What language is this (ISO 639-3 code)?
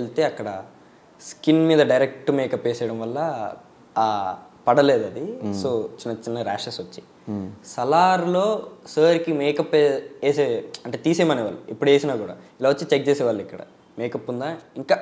tel